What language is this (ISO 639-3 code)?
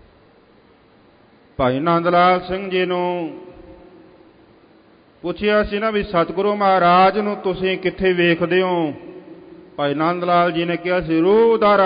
pan